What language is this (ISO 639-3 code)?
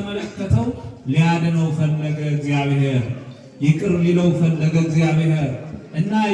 amh